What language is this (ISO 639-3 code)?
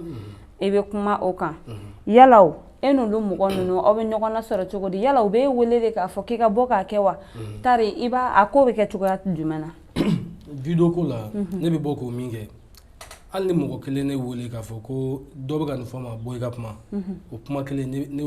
bam